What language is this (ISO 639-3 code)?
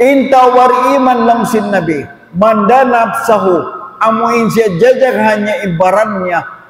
tsg